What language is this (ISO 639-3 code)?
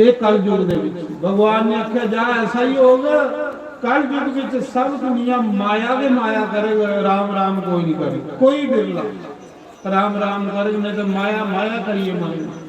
doi